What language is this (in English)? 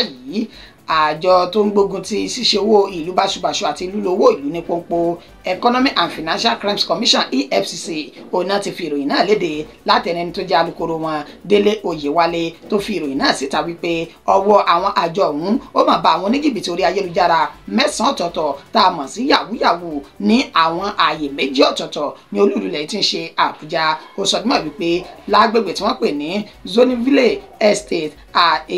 Yoruba